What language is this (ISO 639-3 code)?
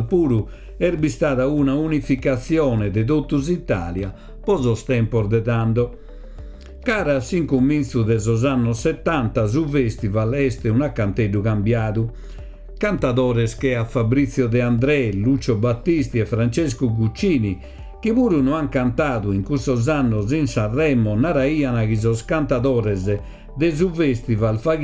srd